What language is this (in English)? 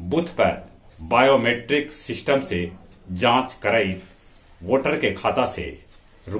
Magahi